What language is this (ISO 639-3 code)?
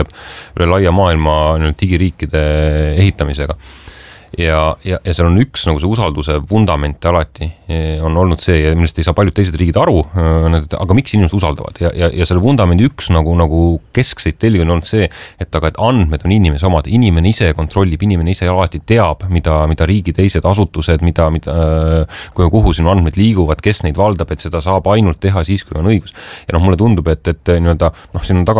est